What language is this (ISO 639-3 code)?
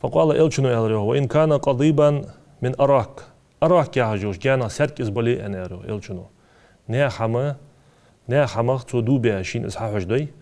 inh